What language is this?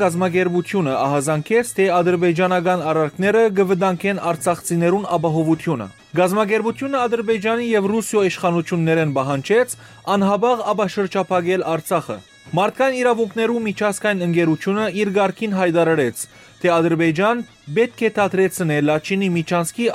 Western Armenian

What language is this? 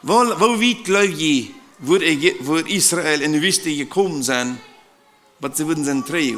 Plautdietsch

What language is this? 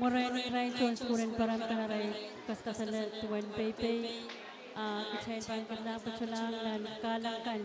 Pohnpeian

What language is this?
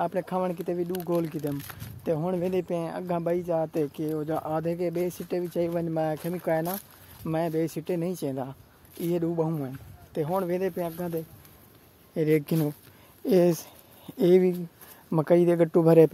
Saraiki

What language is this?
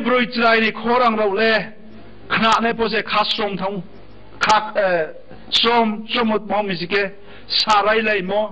Riang (India)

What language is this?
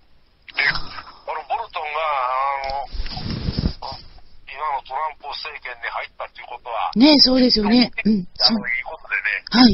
Japanese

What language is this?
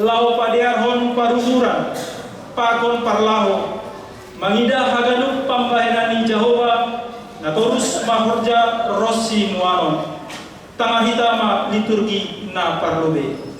Batak Simalungun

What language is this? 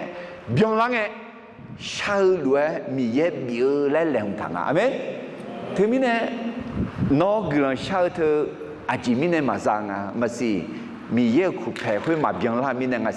Akha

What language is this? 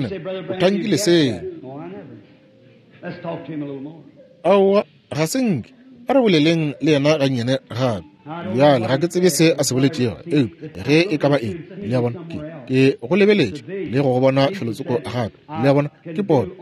Northern Sotho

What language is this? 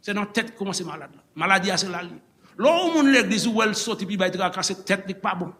Haitian Creole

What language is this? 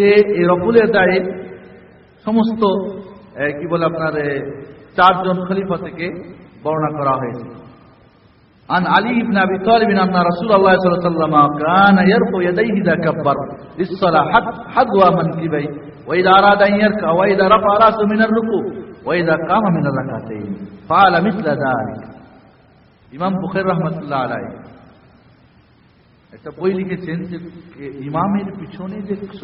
Bangla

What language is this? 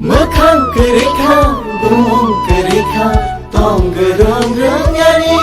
Kok Borok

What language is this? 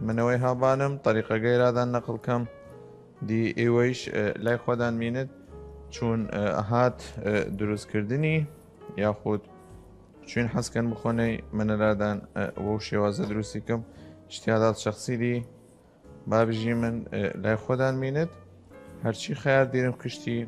Southern Kurdish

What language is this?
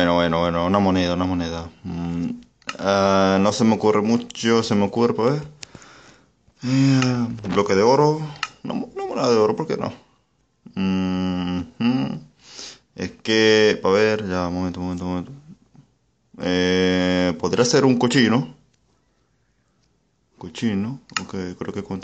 Spanish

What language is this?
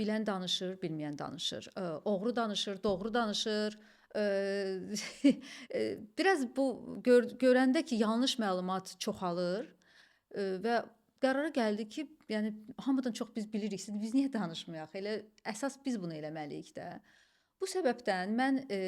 Azerbaijani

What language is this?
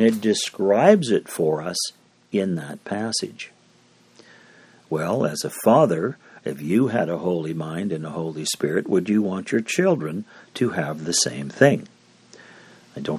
English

